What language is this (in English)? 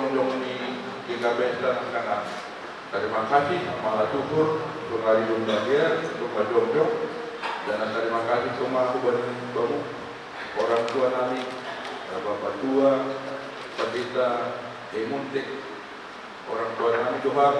Batak Simalungun